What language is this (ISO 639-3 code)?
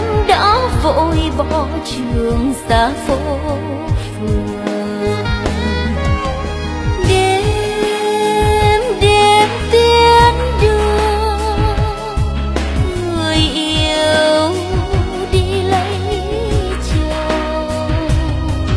vie